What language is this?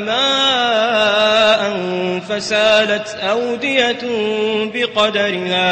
Maranao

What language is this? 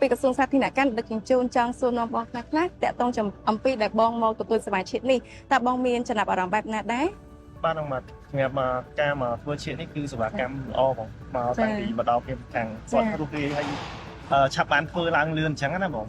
Khmer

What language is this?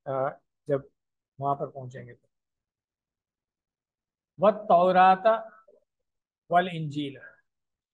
Urdu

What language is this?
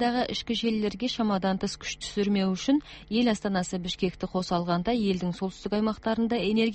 Kazakh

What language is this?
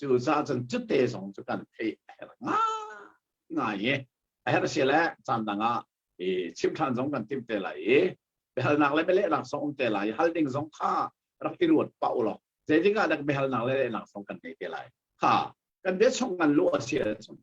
Hakha Chin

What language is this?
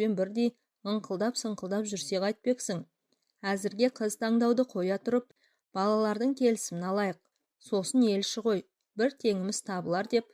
Kazakh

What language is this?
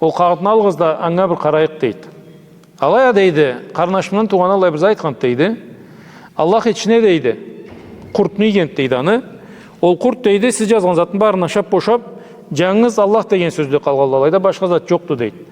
Karachay-Balkar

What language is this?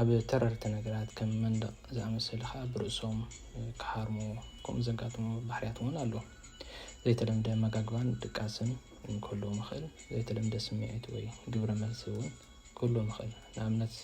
Tigrinya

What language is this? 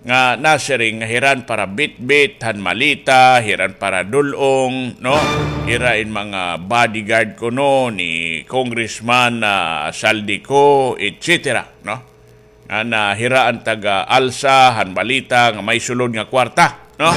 Waray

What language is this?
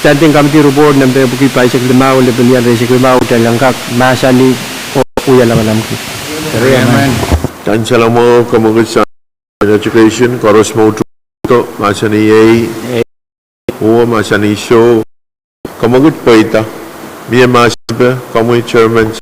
Pohnpeian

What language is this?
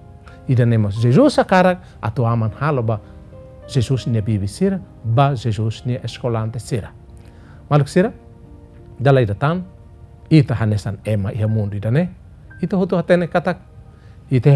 Tetum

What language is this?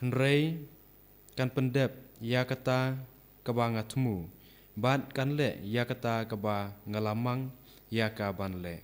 Khasi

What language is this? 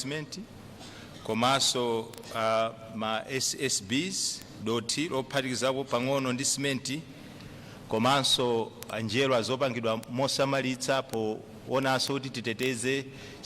Nyanja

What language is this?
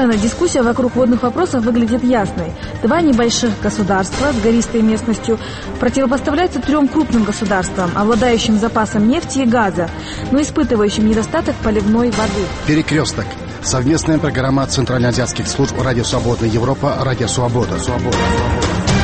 Russian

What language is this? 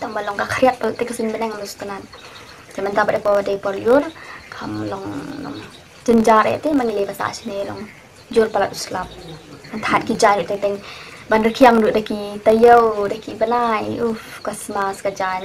Khasi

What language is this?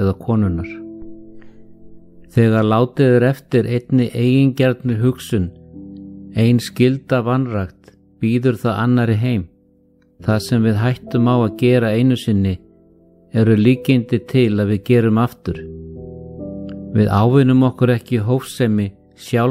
Icelandic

